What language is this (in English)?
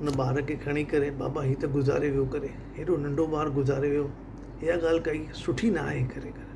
Sindhi